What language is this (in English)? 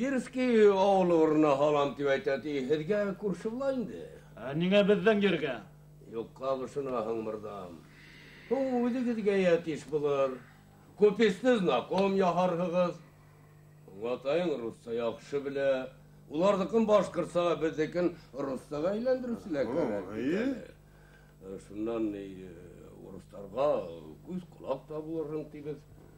Bashkir